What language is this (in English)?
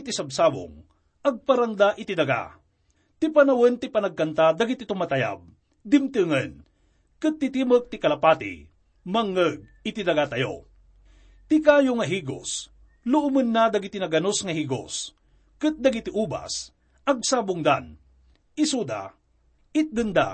Iloko